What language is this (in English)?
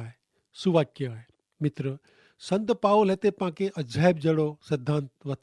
Kachhi